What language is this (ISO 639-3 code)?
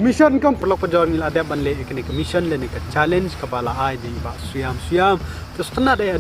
kha